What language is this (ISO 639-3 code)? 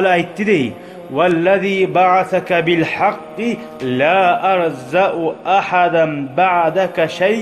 kum